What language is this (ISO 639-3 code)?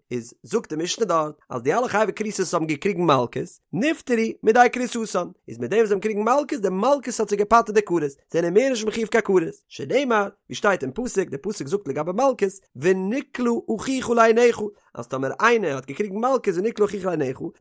yid